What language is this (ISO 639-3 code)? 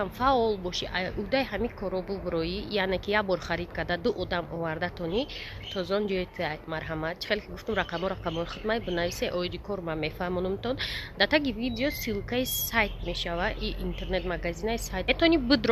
tgk